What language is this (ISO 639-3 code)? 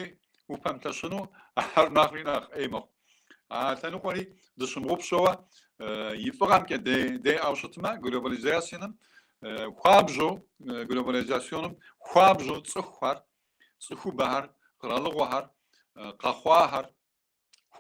kbd